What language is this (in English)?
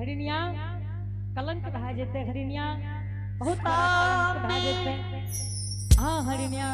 Angika